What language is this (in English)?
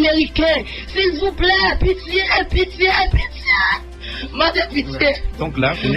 Haitian Creole